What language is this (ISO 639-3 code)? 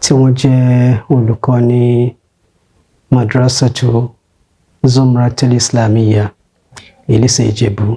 yor